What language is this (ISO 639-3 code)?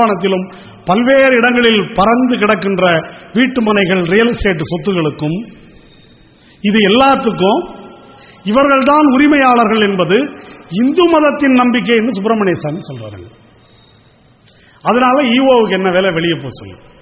tam